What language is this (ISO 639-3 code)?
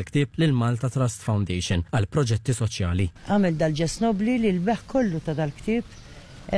mlt